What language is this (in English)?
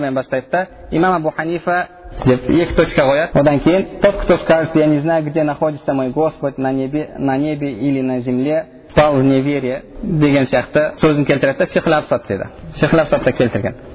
Kazakh